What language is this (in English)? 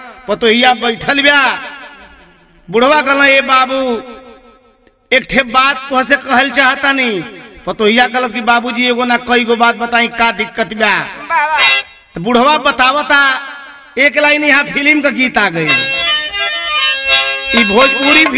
Bhojpuri